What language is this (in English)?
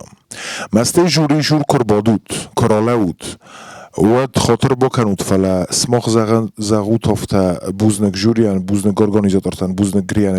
Ossetic